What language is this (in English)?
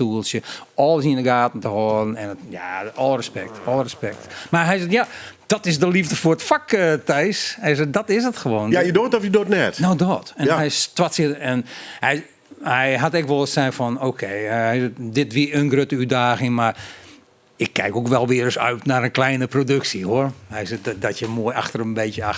Western Frisian